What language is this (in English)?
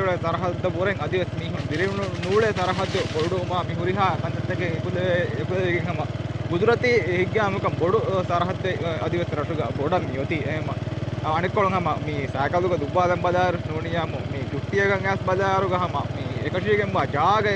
Divehi